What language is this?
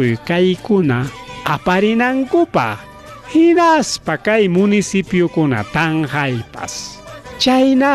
Ayacucho Quechua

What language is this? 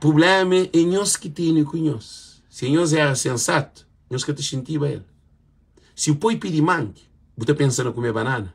Kabuverdianu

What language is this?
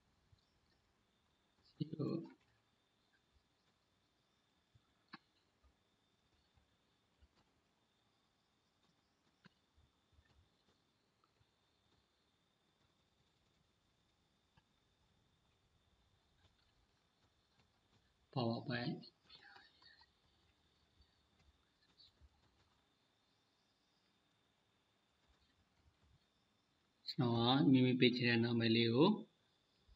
Burmese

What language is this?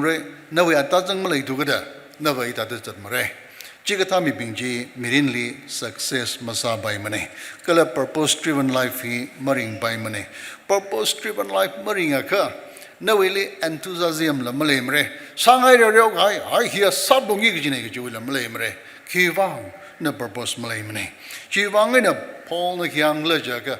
Tangkhul Naga (India)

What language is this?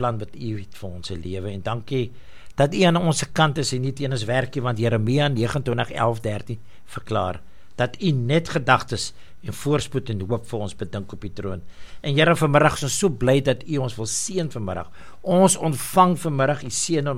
Afrikaans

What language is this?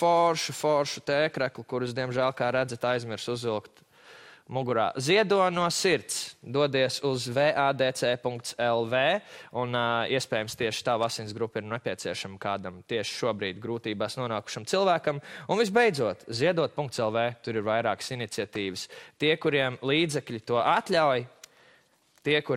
Latvian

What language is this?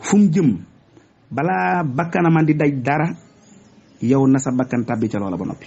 Wolof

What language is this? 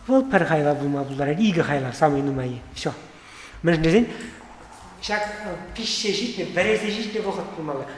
Chuvash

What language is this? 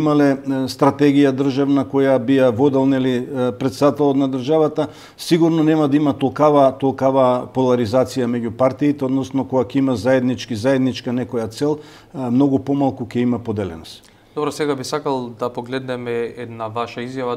Macedonian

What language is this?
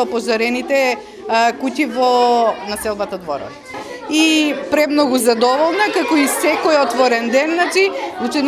Macedonian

